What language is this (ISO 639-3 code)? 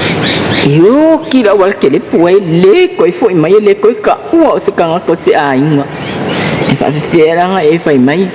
smo